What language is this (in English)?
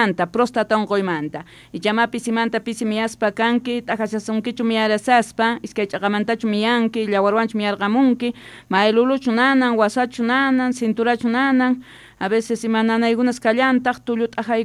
Quechua